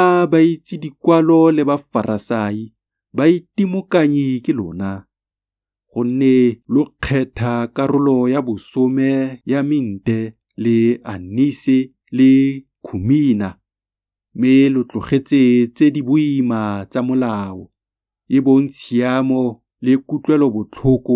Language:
Tswana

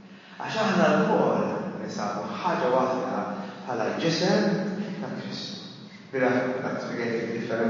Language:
Maltese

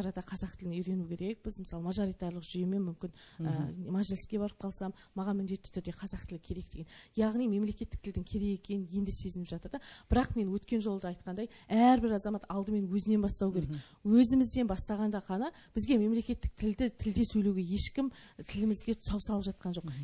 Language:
Kazakh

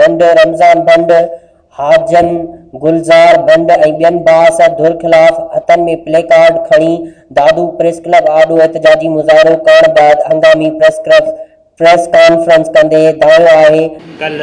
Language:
Sindhi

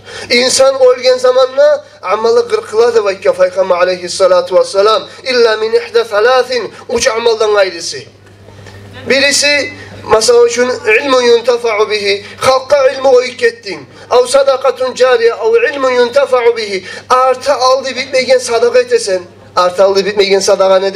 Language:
Kumyk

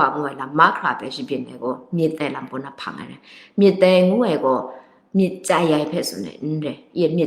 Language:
Kachin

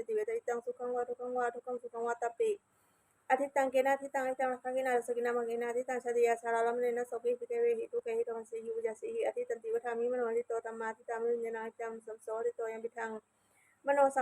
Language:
Pali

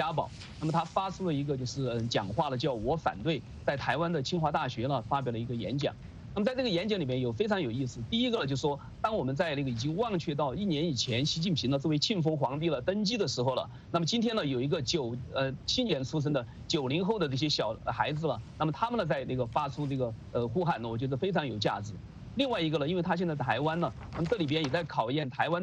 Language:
Chinese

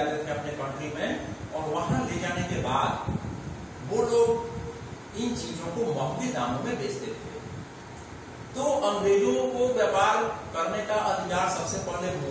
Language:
Hindi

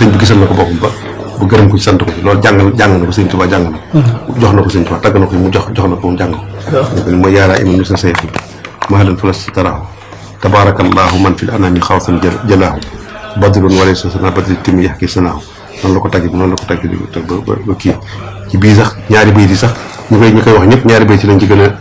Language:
Wolof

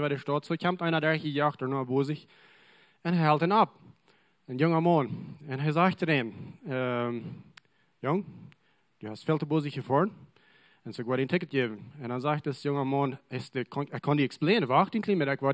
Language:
Plautdietsch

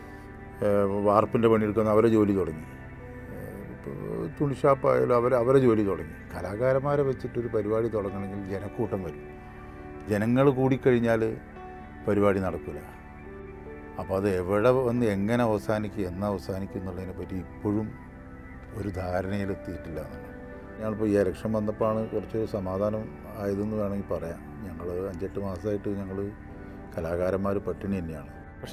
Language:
Malayalam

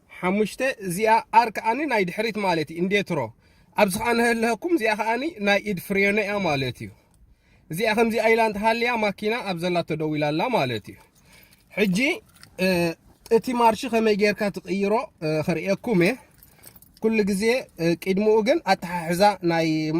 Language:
Tigrinya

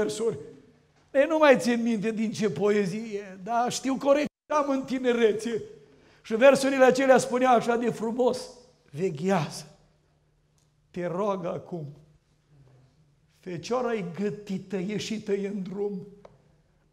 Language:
Romanian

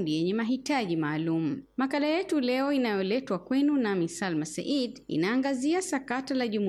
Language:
Swahili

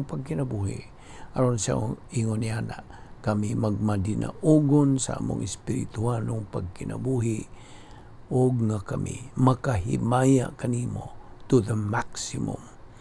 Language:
Cebuano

